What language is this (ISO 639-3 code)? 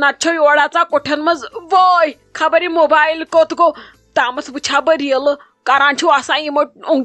kas